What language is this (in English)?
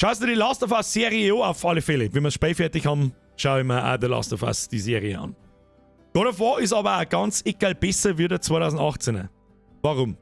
Bavarian